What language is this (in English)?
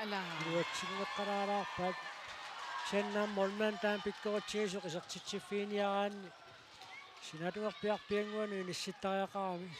Kalaallisut